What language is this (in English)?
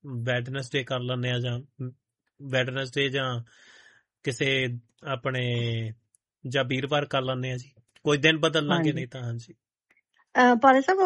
Punjabi